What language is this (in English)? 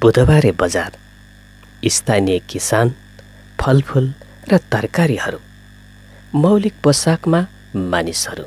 Nepali